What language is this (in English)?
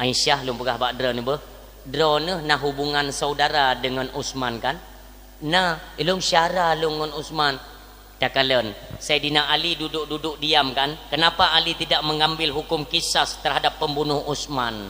Achinese